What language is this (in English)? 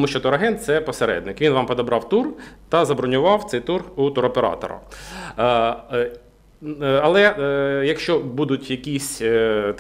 Ukrainian